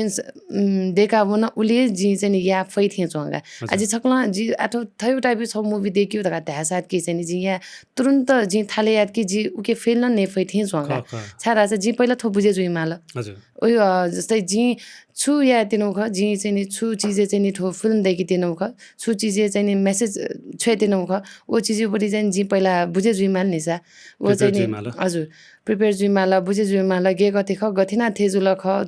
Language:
Newari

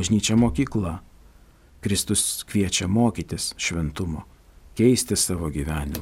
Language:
Lithuanian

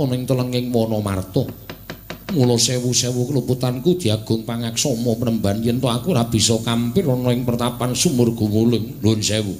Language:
Javanese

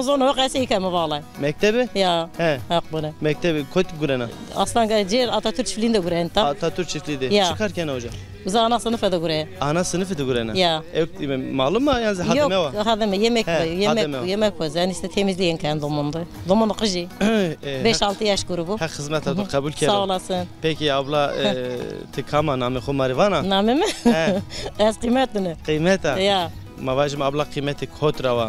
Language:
Zaza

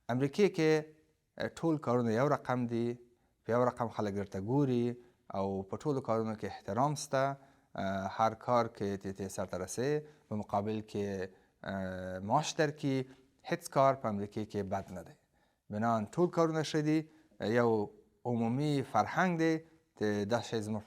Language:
Pashto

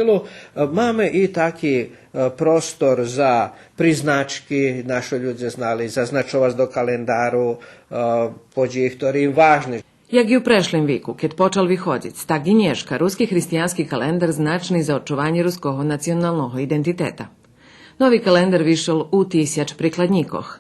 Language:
Rusyn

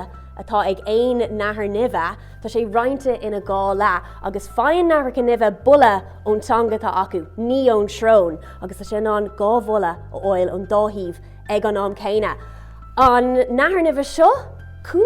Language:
Irish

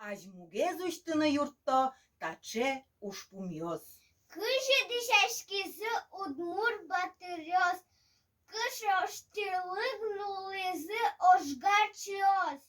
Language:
Udmurt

